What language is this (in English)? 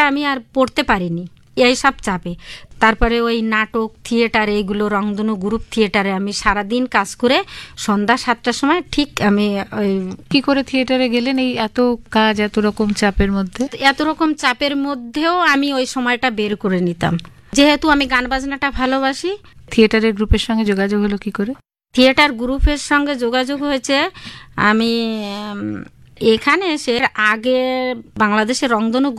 Bangla